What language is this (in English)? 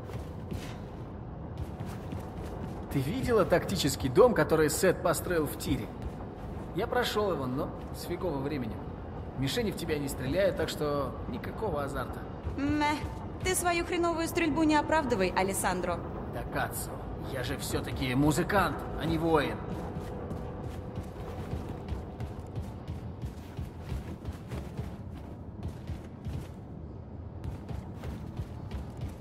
Russian